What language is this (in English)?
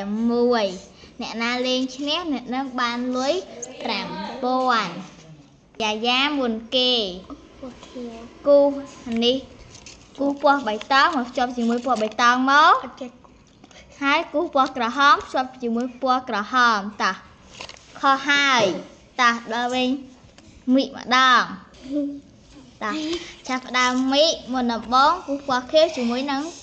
Khmer